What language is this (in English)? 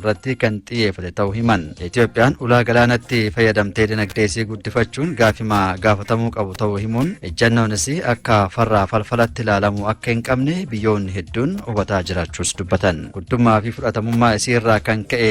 Oromo